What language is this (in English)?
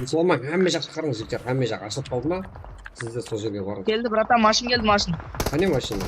Kara-Kalpak